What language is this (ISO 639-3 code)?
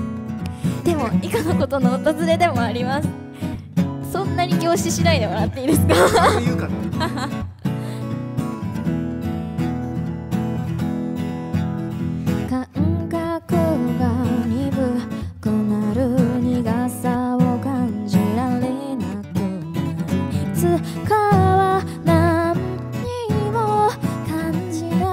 jpn